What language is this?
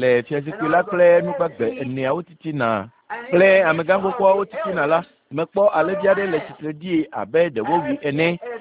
Ewe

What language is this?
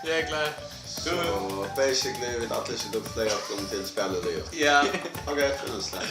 Faroese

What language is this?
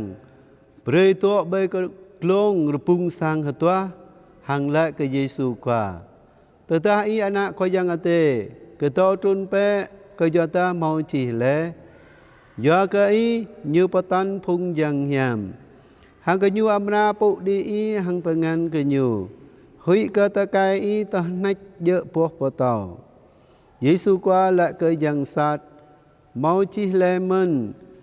Jarai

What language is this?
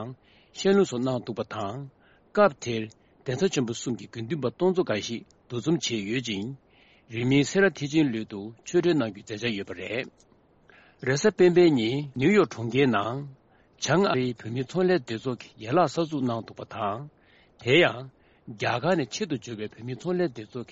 Tibetan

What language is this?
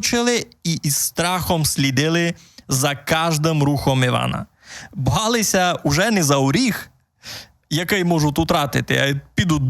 Rusyn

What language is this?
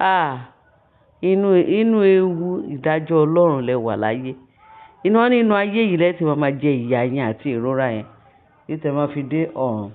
Yoruba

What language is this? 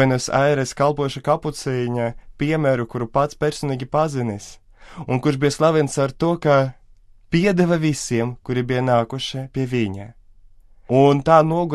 Latvian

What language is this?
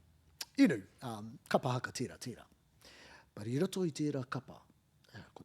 Māori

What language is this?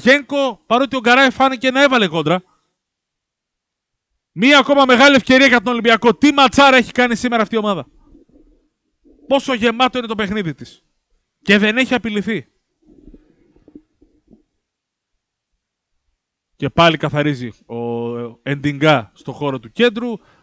Greek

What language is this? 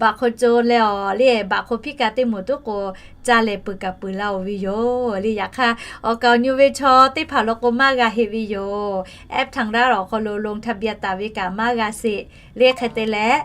Lahu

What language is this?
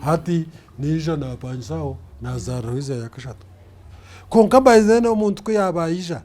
Nyankole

